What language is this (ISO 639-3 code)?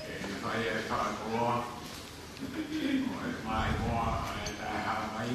ton